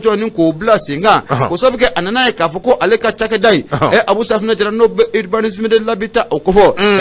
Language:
Bambara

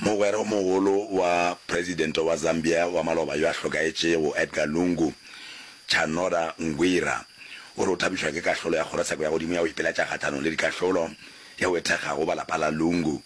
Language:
Northern Sotho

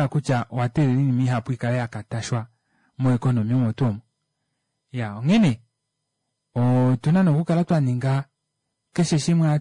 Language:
Kuanyama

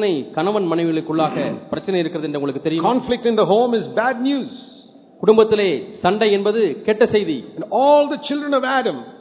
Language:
Tamil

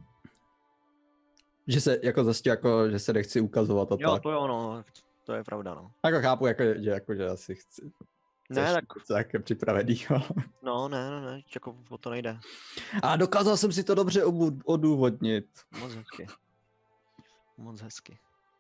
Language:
Czech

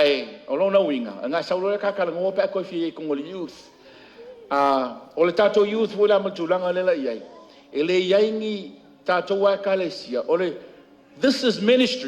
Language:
Samoan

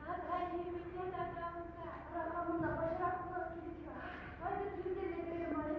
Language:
Chuvash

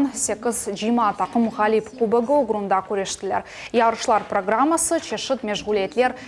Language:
Crimean Tatar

